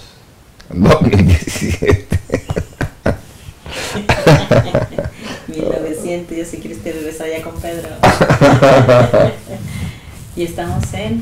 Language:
Spanish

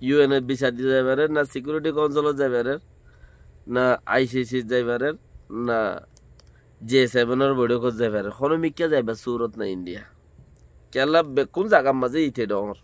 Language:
Rohingya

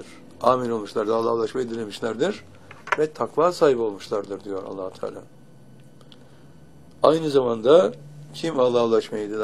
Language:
Turkish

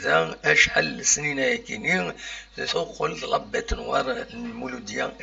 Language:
Kabyle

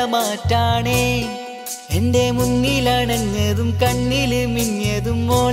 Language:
Malayalam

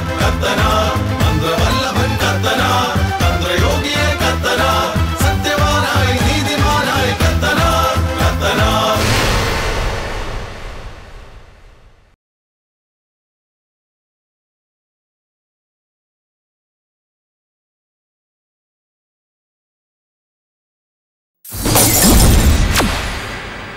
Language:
Malayalam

